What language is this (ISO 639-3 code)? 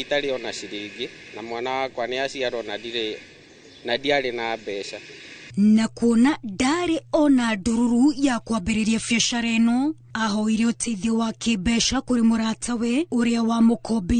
kik